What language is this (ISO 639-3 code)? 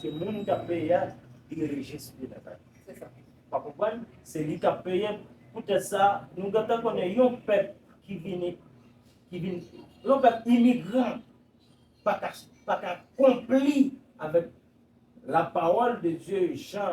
hat